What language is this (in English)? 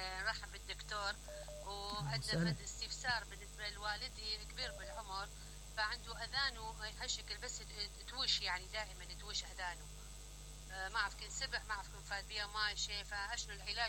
Mesopotamian Arabic